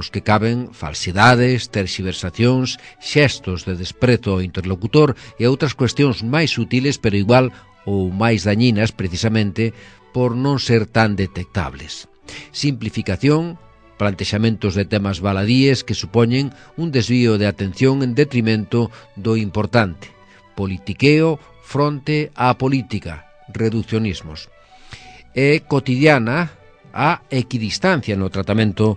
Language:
Galician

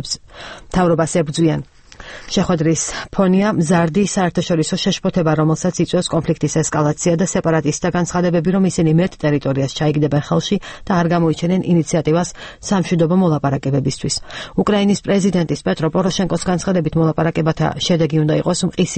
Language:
Georgian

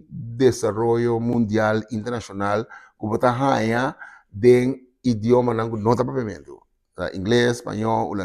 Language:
Papiamento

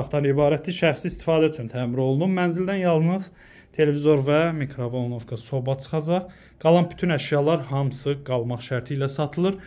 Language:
Azerbaijani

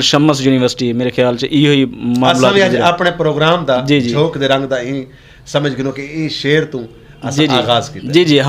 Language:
Western Panjabi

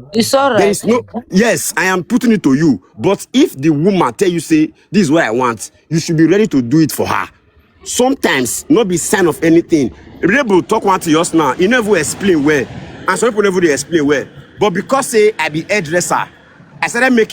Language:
Nigerian Pidgin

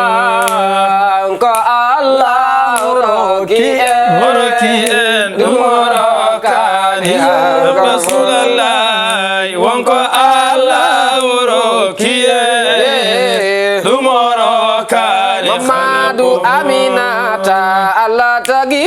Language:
Fula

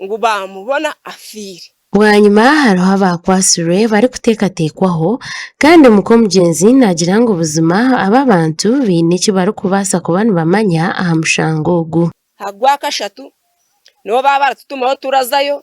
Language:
Nyankole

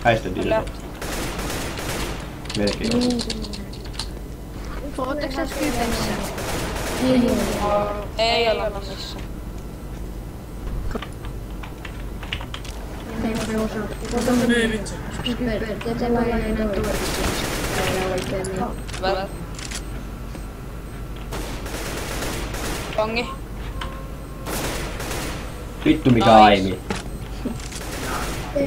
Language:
Finnish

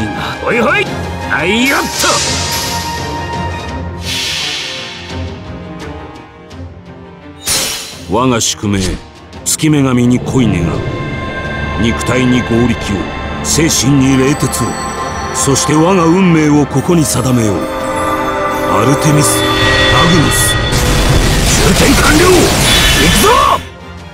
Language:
Japanese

